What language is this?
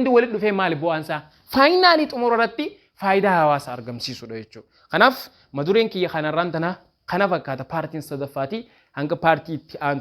Oromo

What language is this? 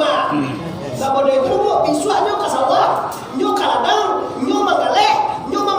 Minangkabau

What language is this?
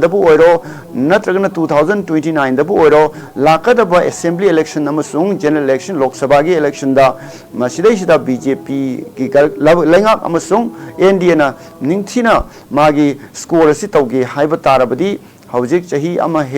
Manipuri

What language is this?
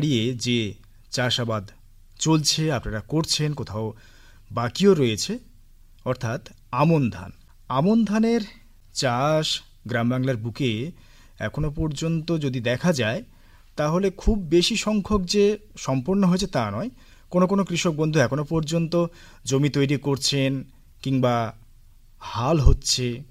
Bangla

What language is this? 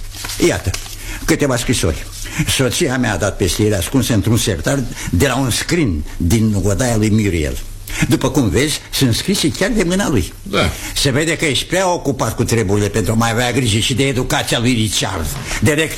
Romanian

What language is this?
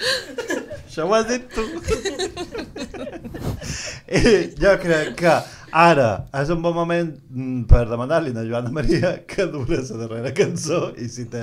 Catalan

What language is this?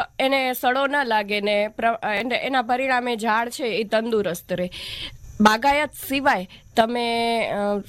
Gujarati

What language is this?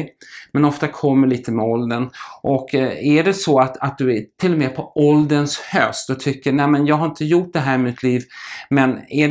Swedish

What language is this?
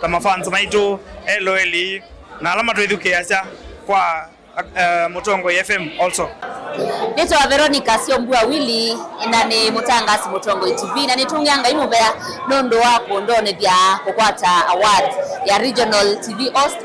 Kamba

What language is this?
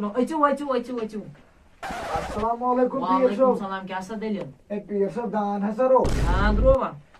Kashmiri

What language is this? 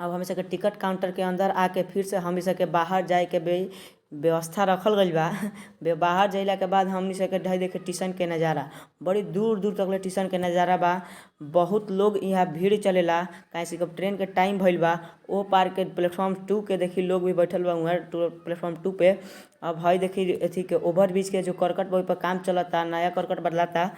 Bhojpuri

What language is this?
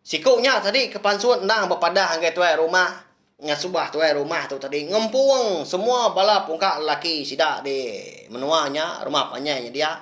Iban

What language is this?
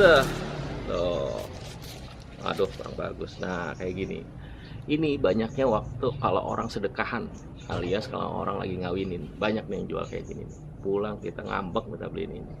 Betawi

